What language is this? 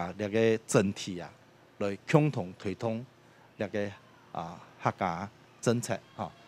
Hakka Chinese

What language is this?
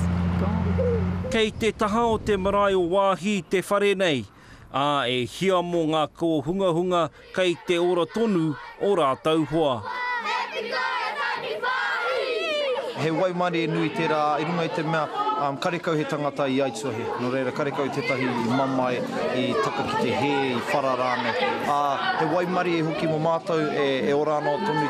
Māori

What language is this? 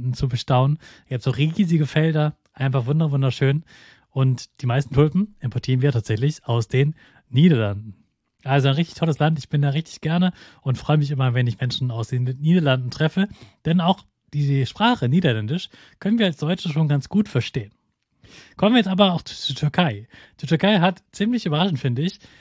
German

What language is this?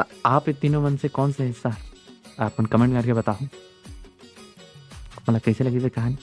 Chhattisgarhi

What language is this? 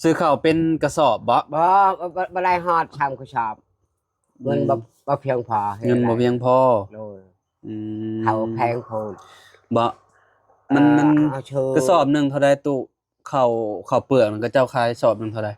Lao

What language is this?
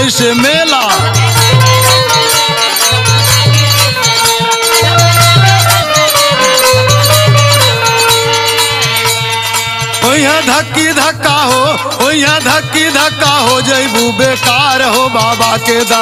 Bhojpuri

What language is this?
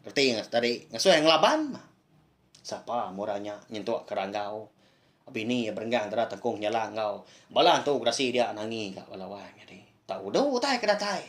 Iban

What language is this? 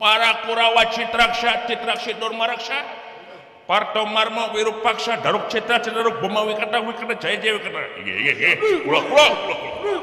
Sundanese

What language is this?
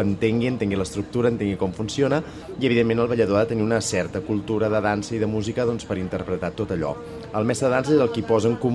Catalan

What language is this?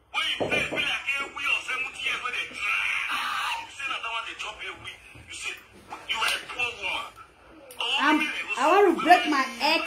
Nigerian Pidgin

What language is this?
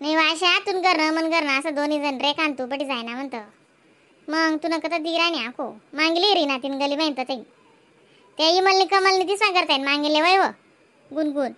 Khandesi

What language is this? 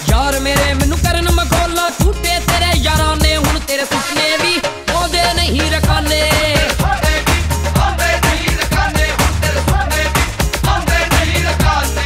Punjabi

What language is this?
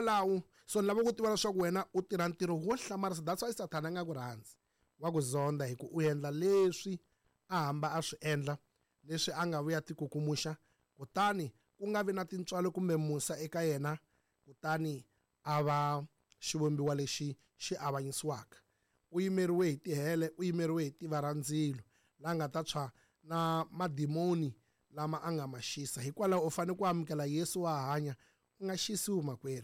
Tsonga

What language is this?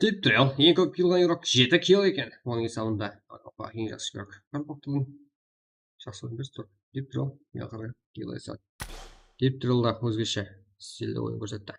Kara-Kalpak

